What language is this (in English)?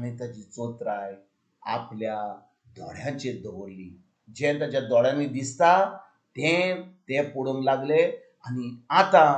Konkani